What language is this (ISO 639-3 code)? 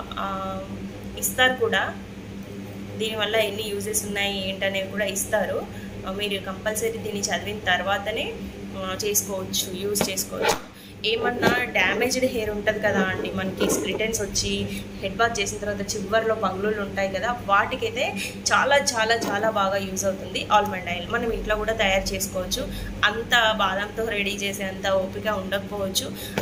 tel